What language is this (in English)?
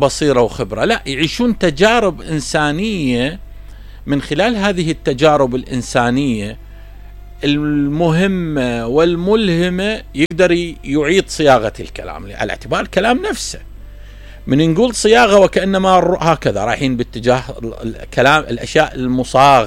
Mesopotamian Arabic